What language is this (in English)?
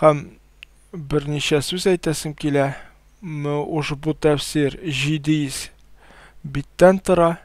Tatar